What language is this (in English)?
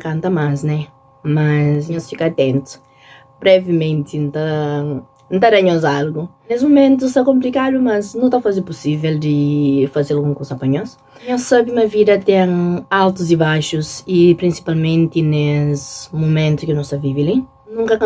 Kabuverdianu